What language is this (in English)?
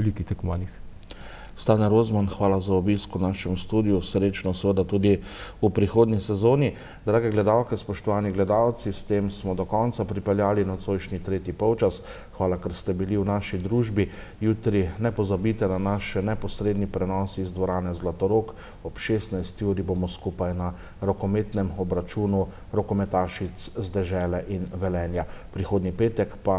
Slovenian